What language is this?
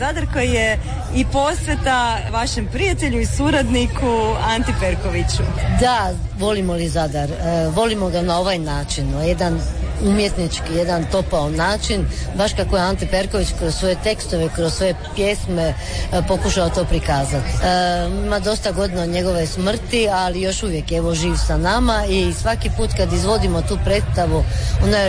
Croatian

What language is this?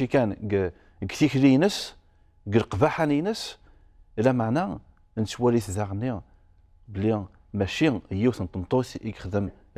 Kabyle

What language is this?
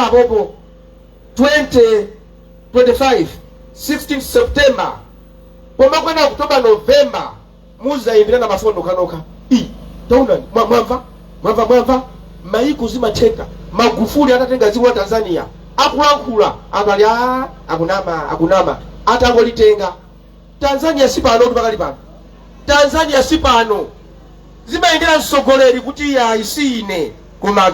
Nyanja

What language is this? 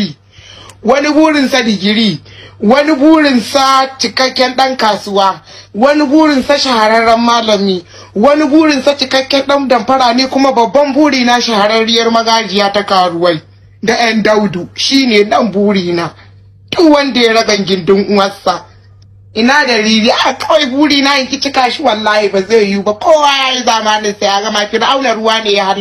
Hausa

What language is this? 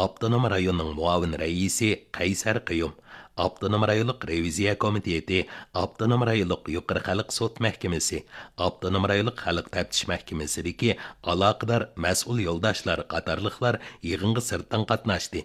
Uyghur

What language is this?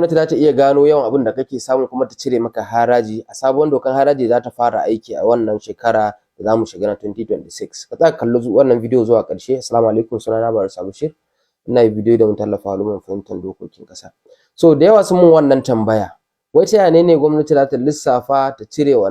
Hausa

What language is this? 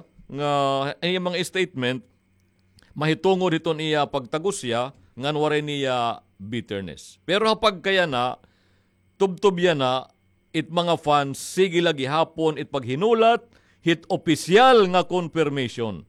Waray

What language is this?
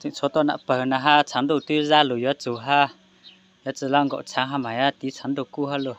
Hmong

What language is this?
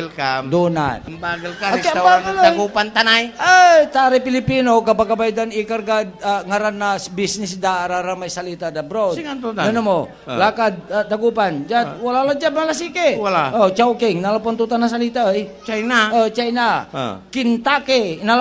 Pangasinan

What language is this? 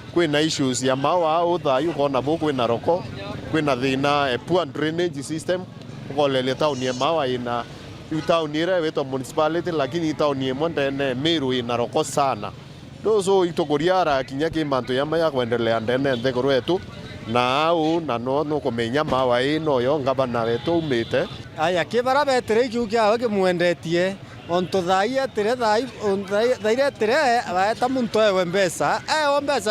Meru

